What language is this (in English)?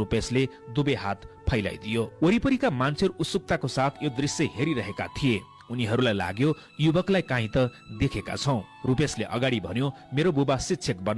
Nepali